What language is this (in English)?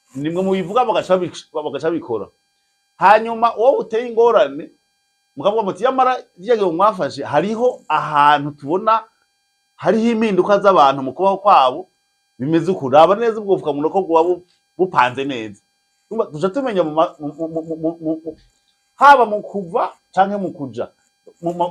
Rundi